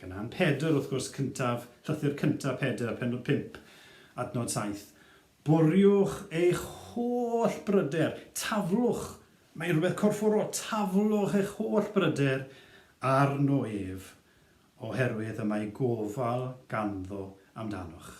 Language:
Welsh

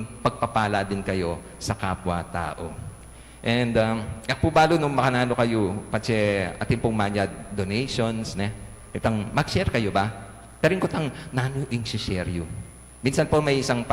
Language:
Pampanga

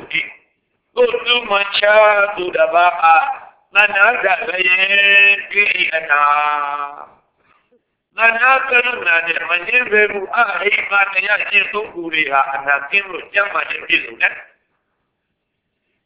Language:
Burmese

